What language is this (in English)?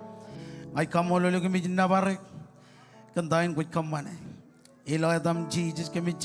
Marshallese